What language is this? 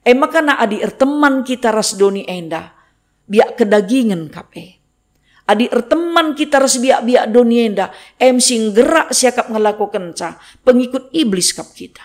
Batak Karo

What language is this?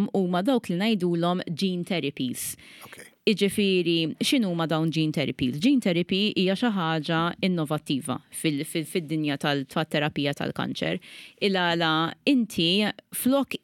Maltese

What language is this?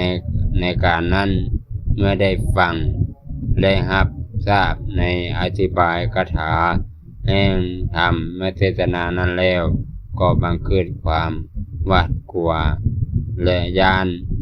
Lao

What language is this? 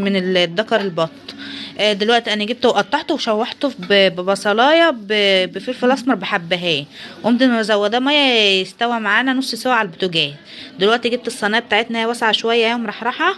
Egyptian Arabic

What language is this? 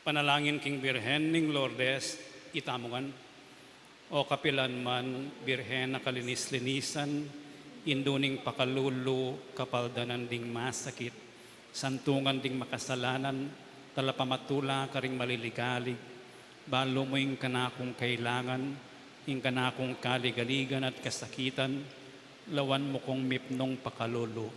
Pampanga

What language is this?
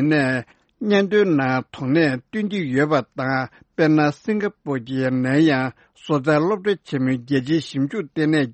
Tibetan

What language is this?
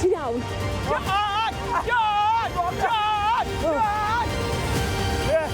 Welsh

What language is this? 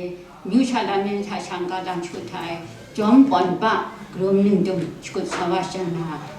Kachin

